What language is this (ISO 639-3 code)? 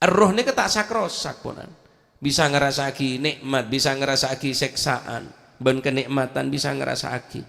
mad